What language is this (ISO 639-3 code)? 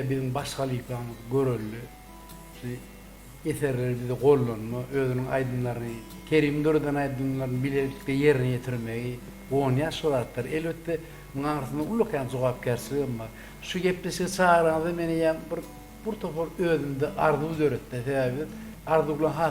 tuk